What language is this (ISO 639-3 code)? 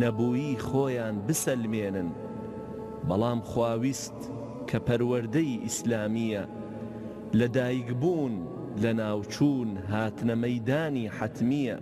ckb